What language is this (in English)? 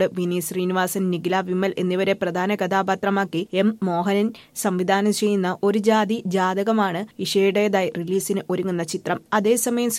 Malayalam